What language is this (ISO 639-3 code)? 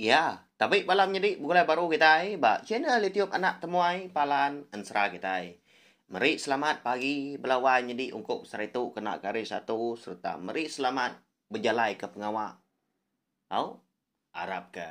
iba